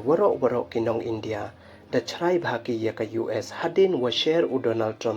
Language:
Pnar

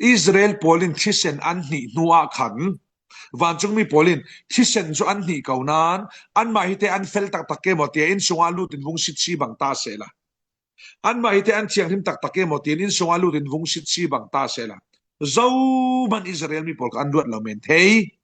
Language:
Falam Chin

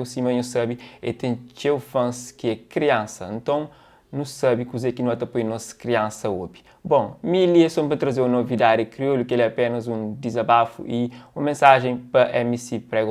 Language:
Kabuverdianu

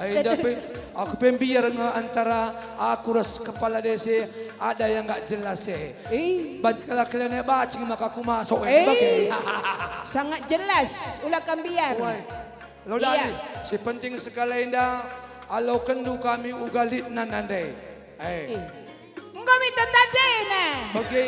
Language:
Batak Karo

